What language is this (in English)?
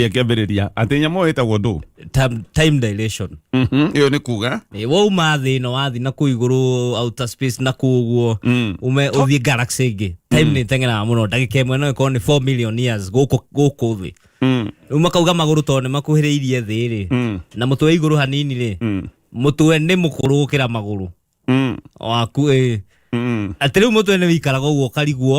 Kikuyu